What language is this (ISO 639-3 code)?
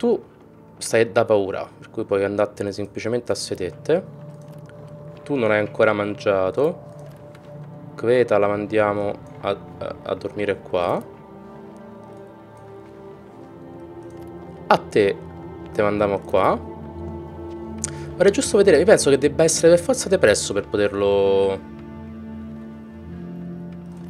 ita